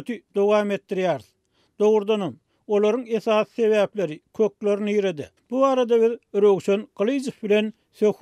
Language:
Turkmen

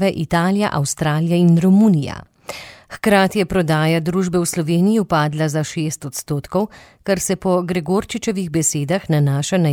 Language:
Slovenian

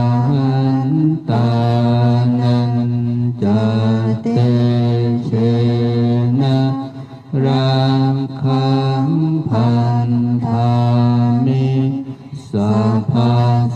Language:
Pali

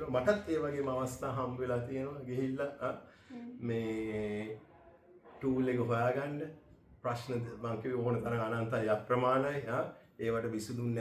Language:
Sinhala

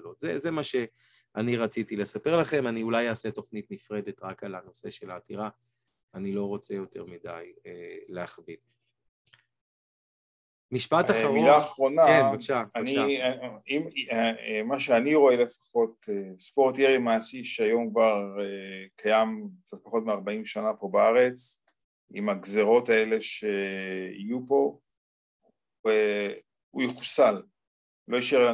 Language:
Hebrew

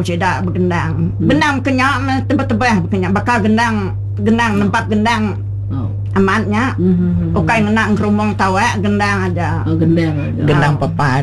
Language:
Iban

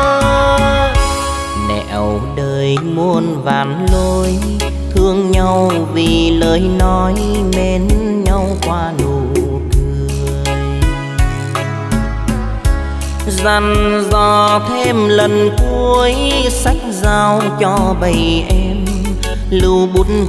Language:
Vietnamese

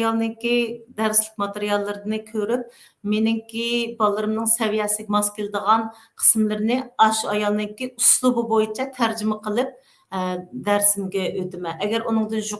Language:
Uyghur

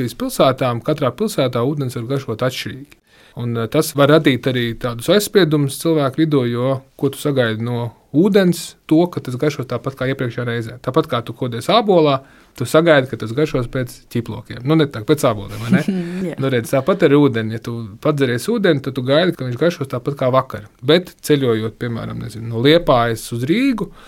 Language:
Latvian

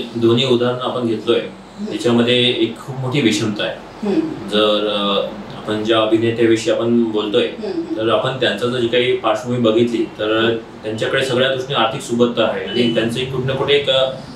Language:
Marathi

